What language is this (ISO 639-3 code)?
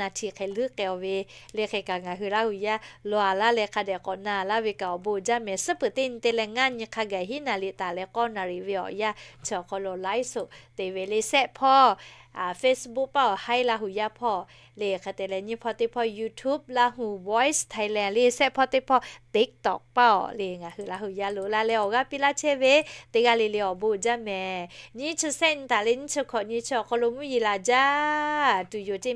lhu